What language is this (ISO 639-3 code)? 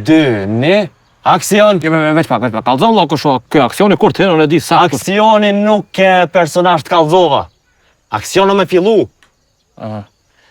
sqi